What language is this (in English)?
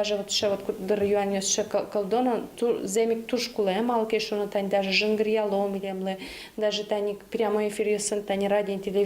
Udmurt